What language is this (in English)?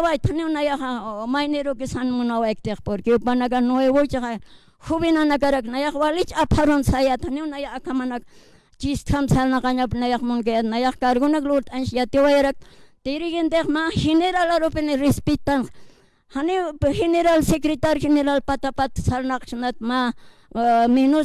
Aymara